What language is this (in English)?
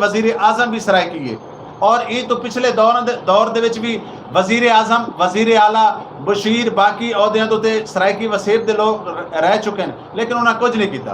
Saraiki